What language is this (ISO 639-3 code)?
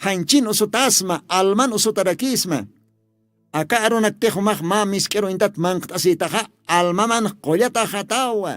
aym